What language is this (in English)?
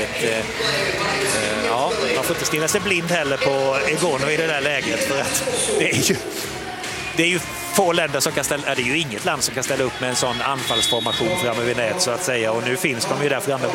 Swedish